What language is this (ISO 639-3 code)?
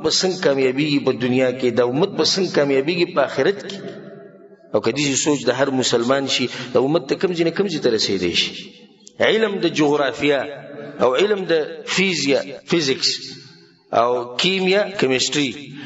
pus